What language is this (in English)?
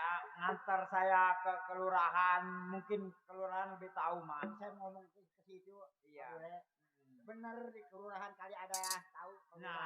Betawi